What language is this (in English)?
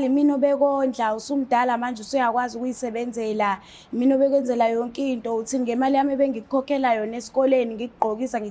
Zulu